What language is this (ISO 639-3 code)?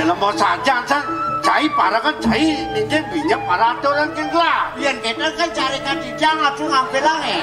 ban